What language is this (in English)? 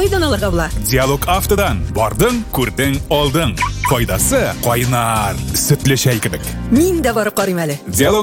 Tatar